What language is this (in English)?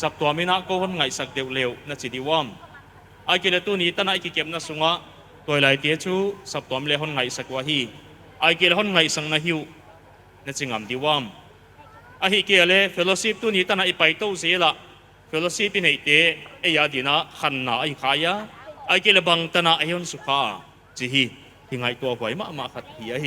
Paite Chin